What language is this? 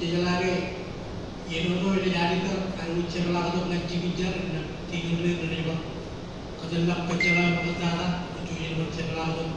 Marshallese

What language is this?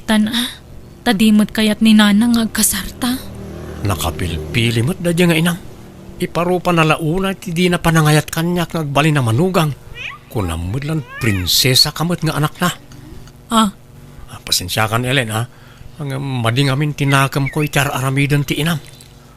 Iloko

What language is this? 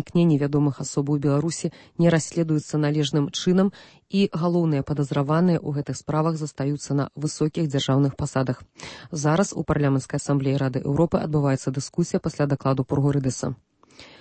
Belarusian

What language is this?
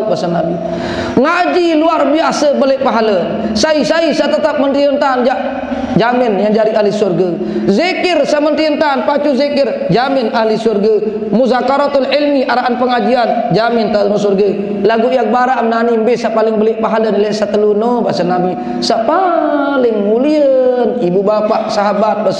Sasak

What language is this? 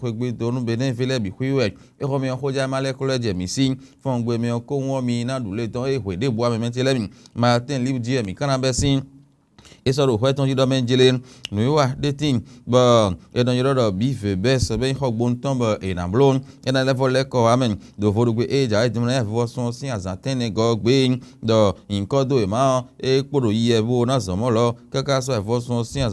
Fon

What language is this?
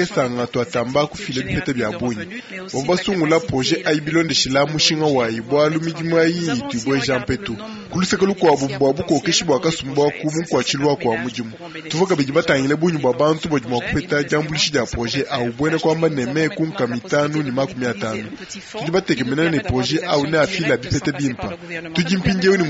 Luba-Lulua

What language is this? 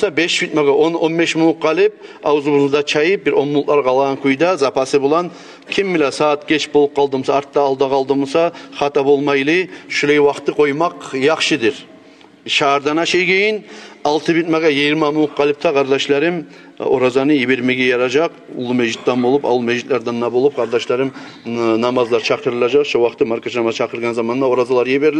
Kumyk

